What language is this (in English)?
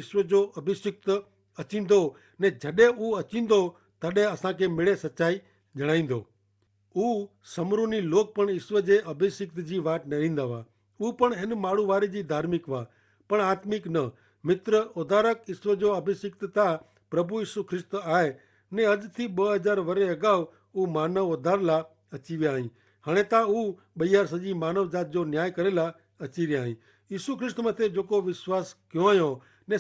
Kachhi